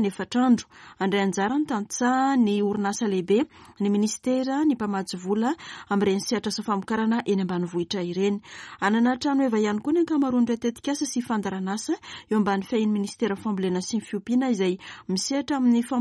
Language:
Malagasy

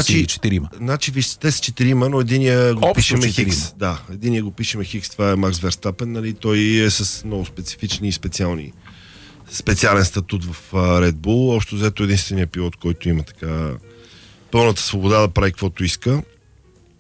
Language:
Bulgarian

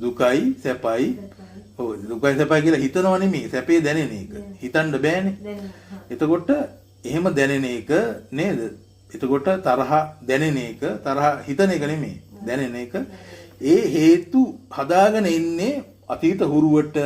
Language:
Sinhala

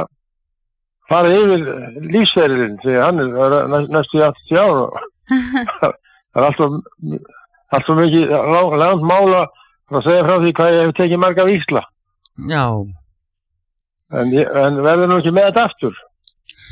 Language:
Icelandic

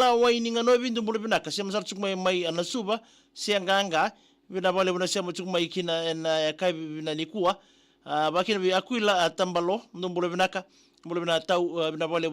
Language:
Fijian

